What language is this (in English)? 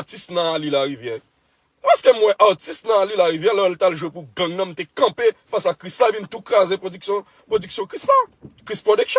Haitian Creole